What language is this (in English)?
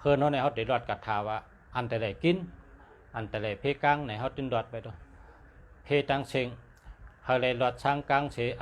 Shan